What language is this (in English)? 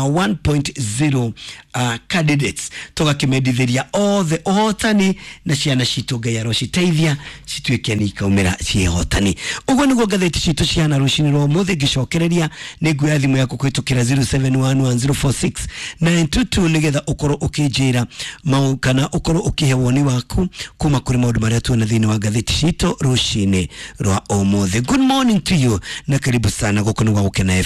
Kikuyu